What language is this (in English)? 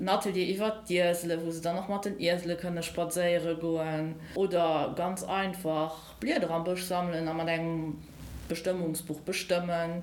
Luxembourgish